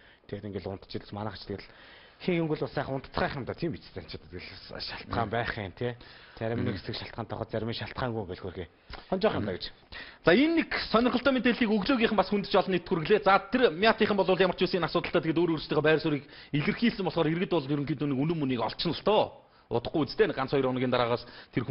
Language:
Mongolian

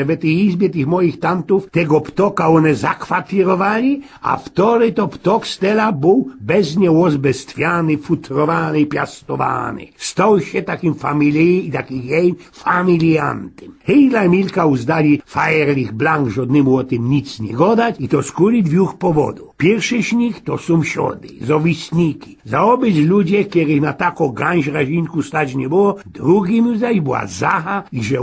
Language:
Silesian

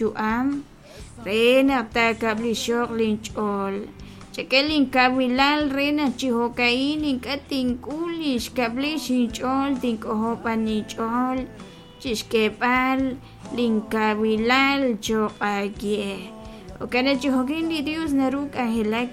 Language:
Kekchí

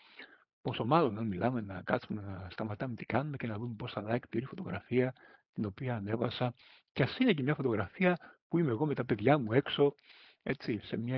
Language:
Greek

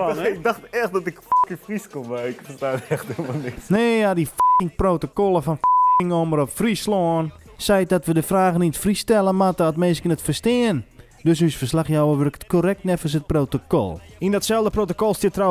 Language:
Western Frisian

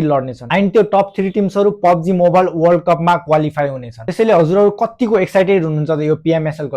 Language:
Nepali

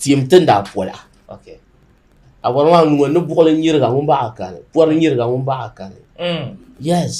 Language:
Dagbani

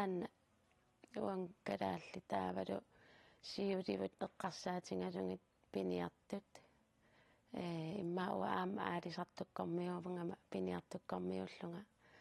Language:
Kalaallisut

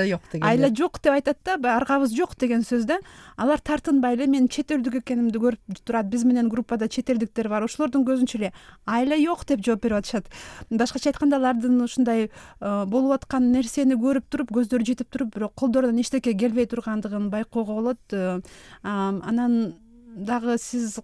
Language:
Kyrgyz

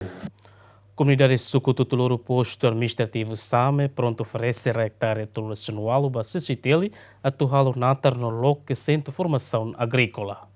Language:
Tetum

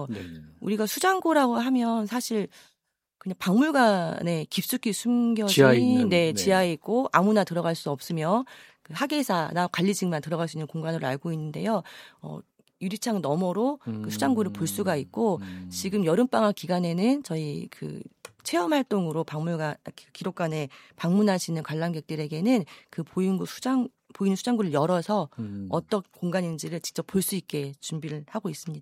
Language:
Korean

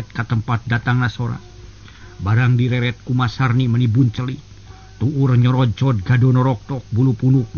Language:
Sundanese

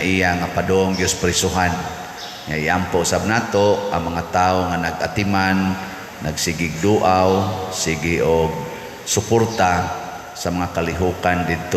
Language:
Cebuano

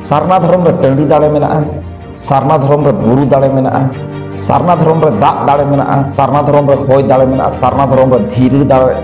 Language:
Santali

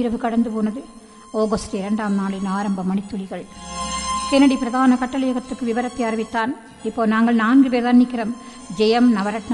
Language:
Tamil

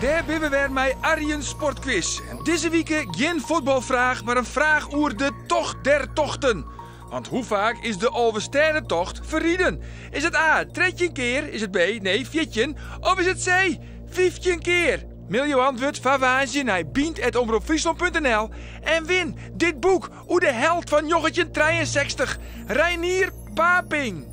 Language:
Western Frisian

